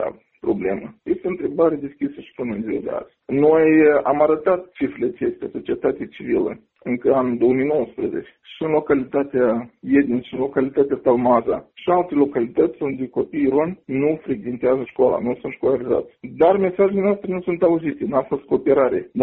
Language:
Romanian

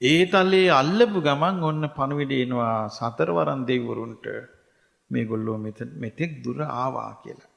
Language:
Sinhala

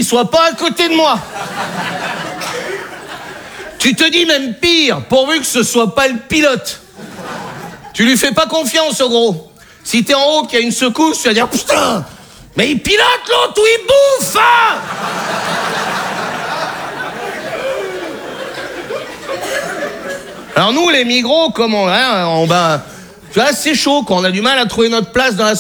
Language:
French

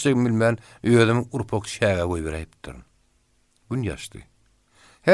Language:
Turkmen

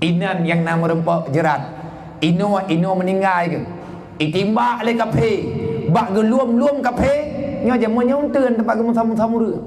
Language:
Achinese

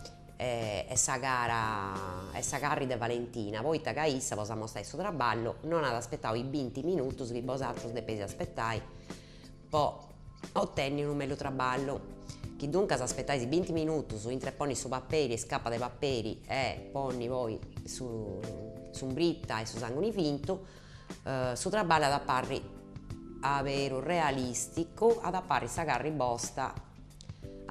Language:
Sardinian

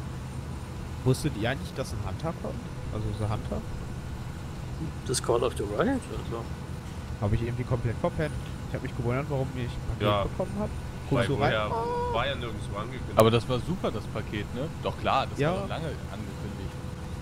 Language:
German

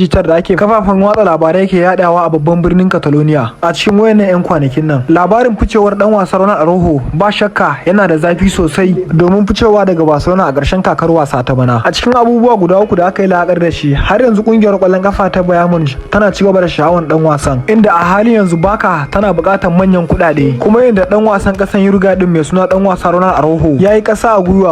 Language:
Hausa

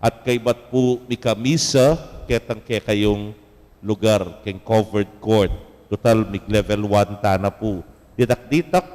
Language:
Pampanga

